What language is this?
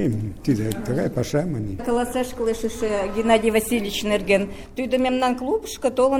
Mari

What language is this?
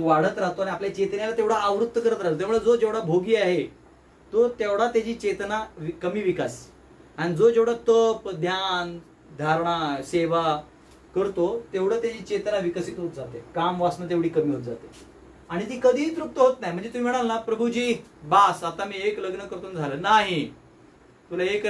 Marathi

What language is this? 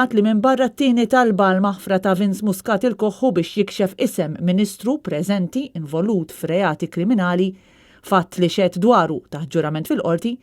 Maltese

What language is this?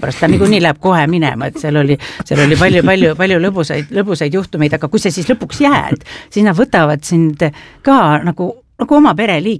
Estonian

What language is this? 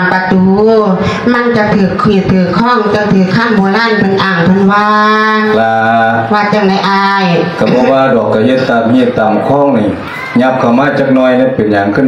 Lao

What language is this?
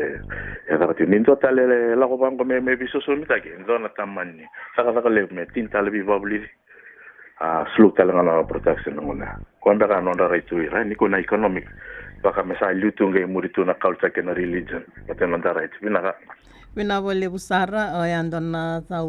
Fijian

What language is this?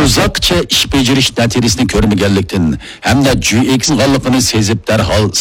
Uyghur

